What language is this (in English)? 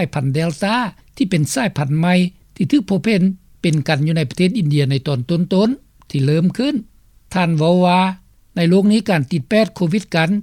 Lao